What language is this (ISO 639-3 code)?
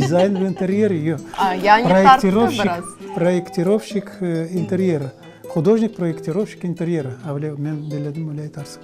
crh